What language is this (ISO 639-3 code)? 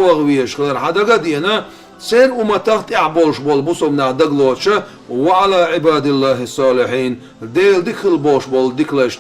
che